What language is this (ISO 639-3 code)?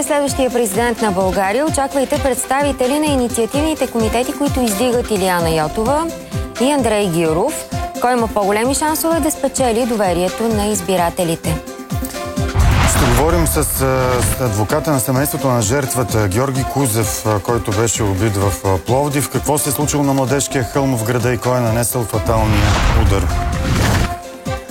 bul